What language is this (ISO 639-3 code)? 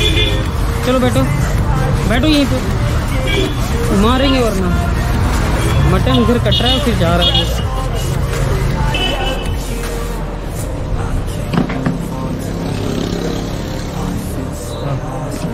hin